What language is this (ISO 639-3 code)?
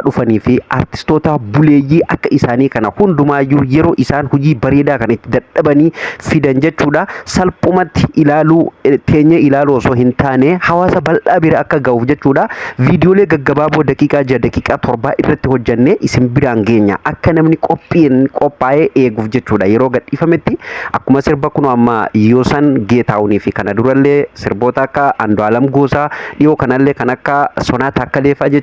orm